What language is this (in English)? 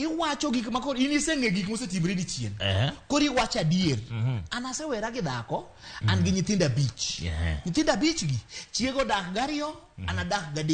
Luo (Kenya and Tanzania)